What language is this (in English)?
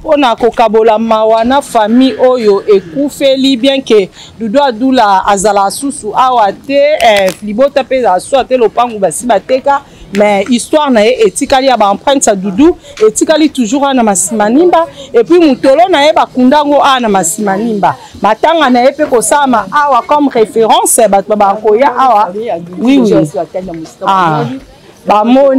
Lingala